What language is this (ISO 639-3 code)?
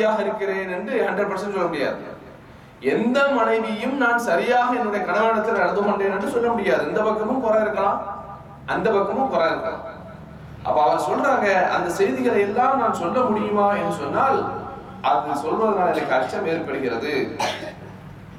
tam